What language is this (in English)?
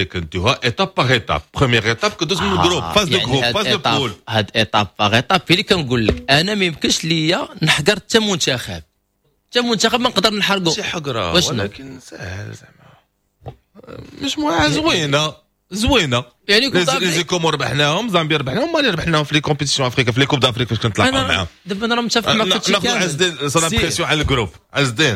Moroccan Arabic